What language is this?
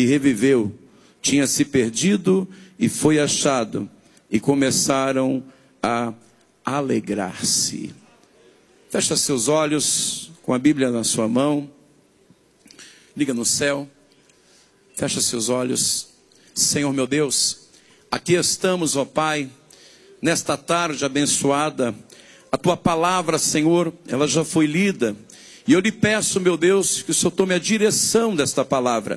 Portuguese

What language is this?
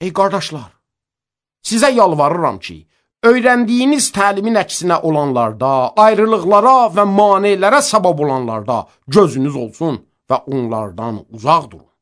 Azerbaijani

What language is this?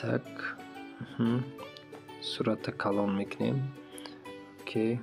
Tajik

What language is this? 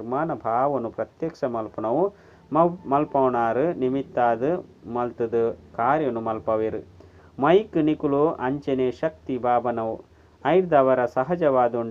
Tulu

